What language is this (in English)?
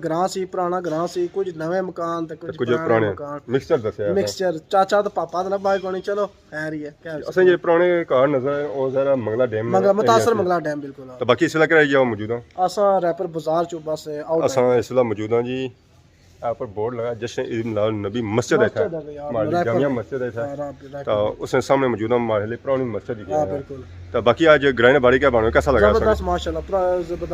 Pahari-Potwari